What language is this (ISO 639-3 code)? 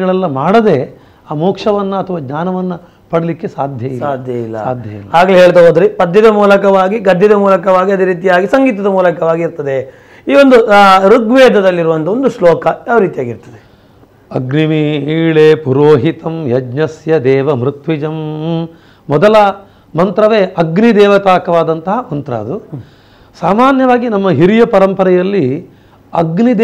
kan